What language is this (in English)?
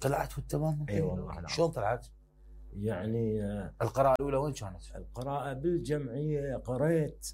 Mesopotamian Arabic